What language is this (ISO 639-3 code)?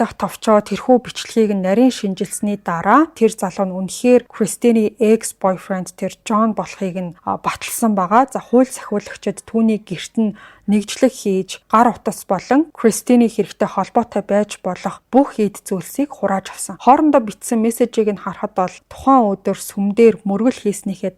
mon